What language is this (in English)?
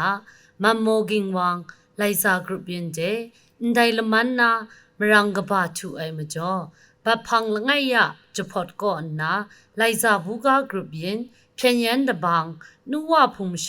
Kachin